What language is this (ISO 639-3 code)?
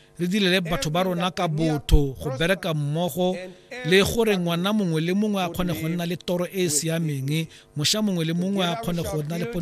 tsn